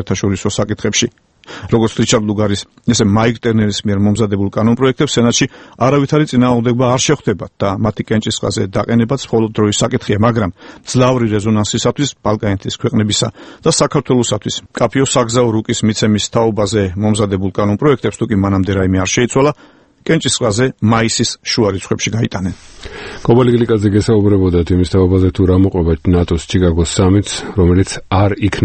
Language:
Georgian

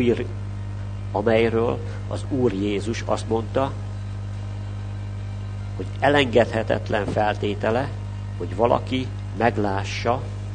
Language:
Hungarian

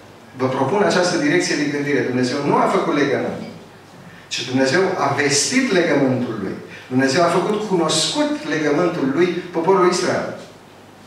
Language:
Romanian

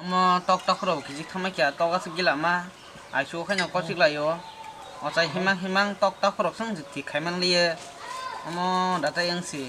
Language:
Kok Borok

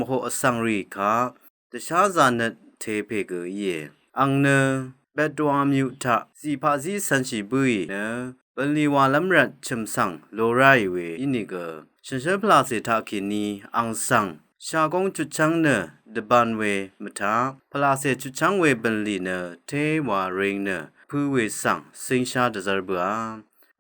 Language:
Rawang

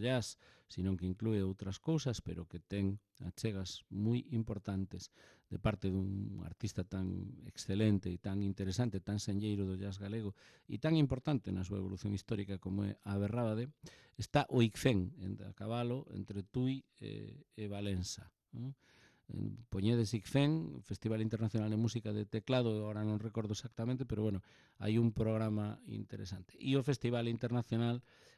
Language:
Galician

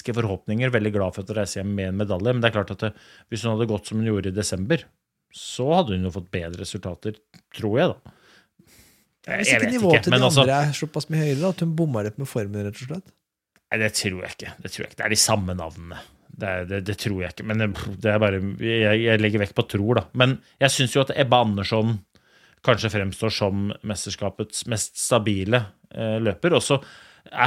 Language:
Norwegian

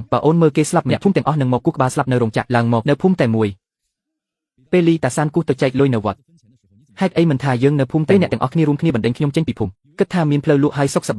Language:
Khmer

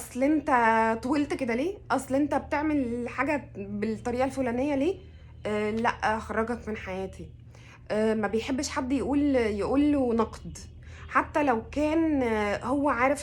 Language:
Egyptian Arabic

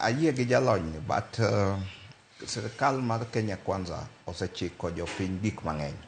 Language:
Luo (Kenya and Tanzania)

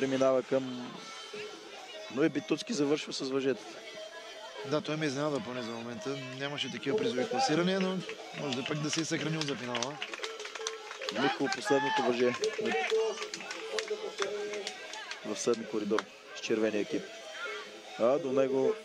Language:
Bulgarian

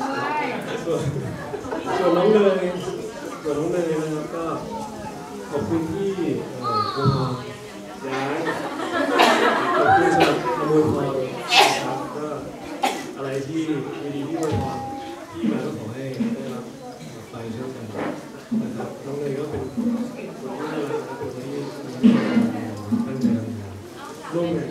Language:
Thai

